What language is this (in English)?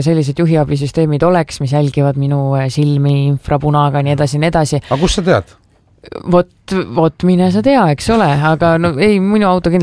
Estonian